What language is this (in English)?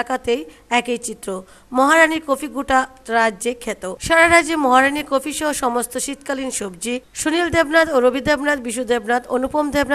Bangla